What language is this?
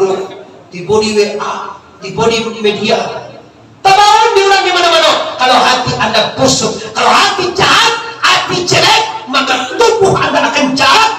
Minangkabau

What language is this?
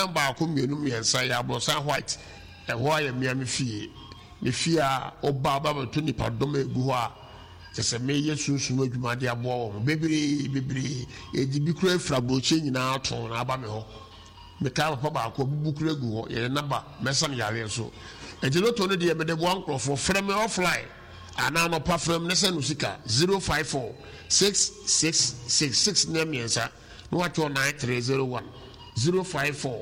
Akan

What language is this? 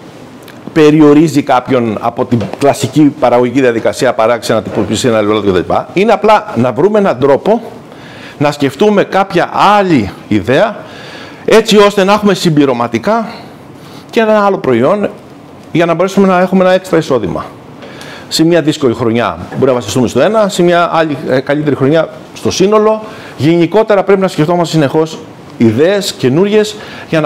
Greek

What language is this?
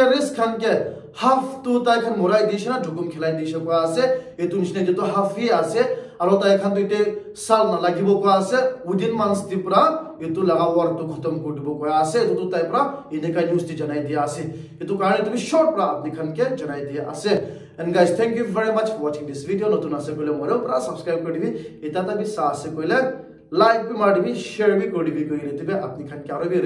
Naga Pidgin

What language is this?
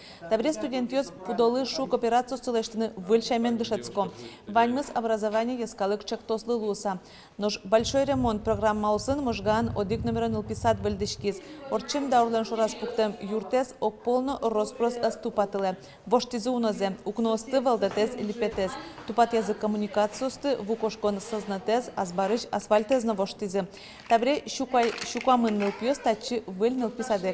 Udmurt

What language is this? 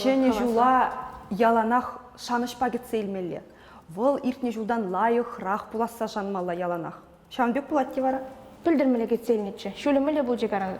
Chuvash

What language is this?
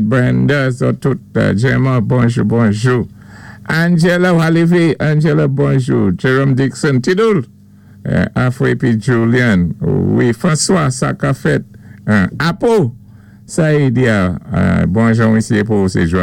Saint Lucian Creole French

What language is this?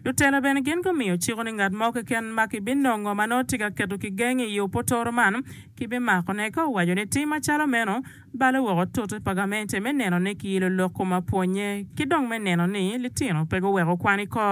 Acoli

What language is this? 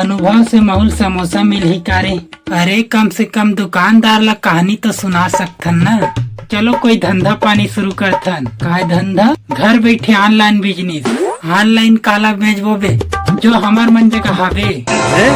Chhattisgarhi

